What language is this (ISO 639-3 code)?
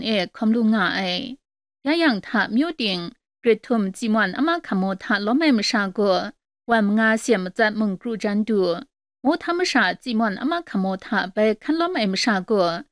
kac